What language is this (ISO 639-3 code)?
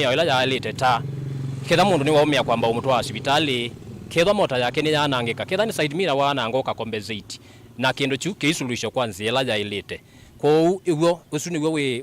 kam